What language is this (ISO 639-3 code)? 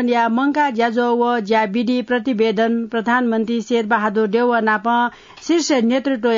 new